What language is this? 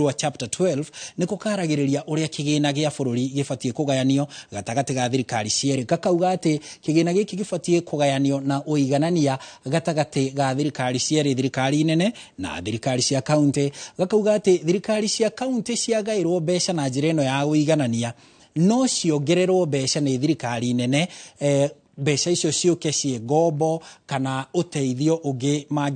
Kikuyu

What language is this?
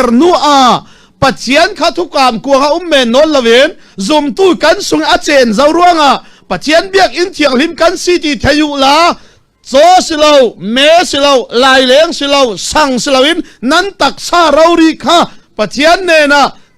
Falam Chin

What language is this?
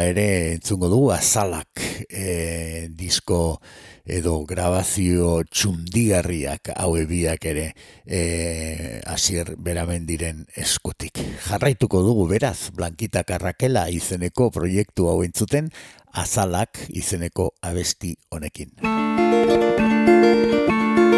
Basque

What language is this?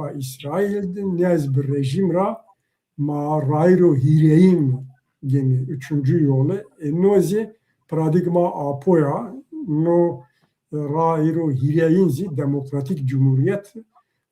Zaza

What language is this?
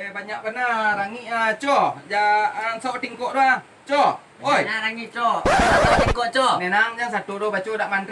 Minangkabau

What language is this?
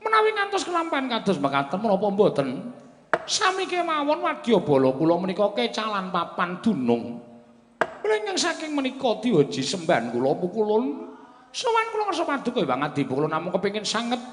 Javanese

